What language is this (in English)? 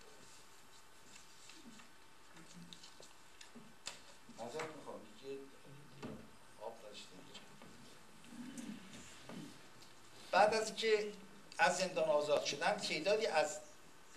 Persian